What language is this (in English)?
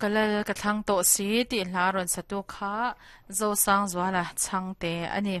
Mizo